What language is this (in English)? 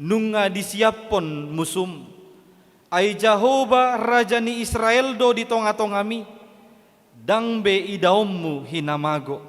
Batak Toba